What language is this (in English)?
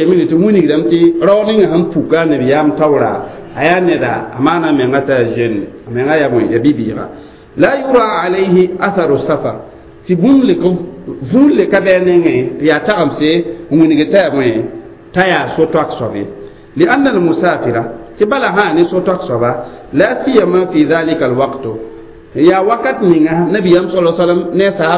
Mossi